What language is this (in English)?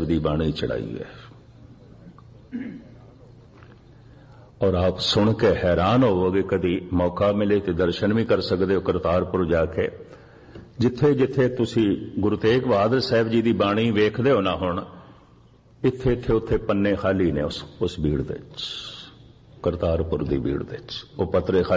Punjabi